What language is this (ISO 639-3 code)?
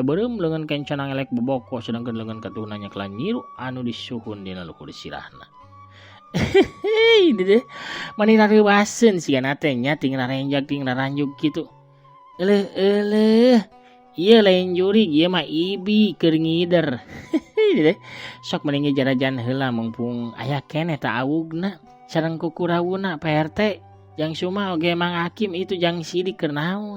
sun